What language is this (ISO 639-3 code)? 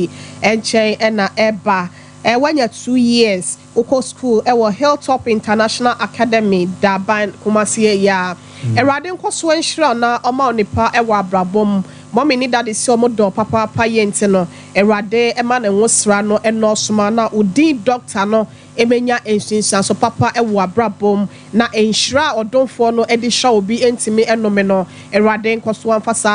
aka